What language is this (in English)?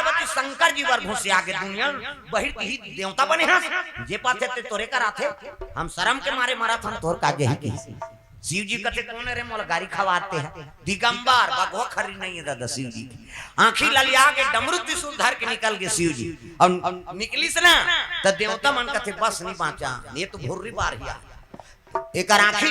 Chhattisgarhi